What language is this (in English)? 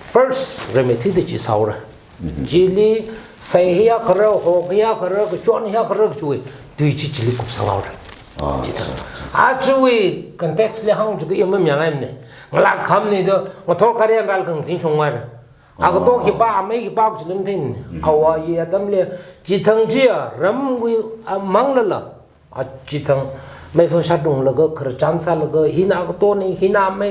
Tangkhul Naga (India)